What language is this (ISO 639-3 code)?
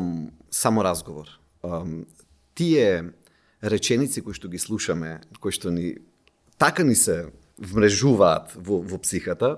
mkd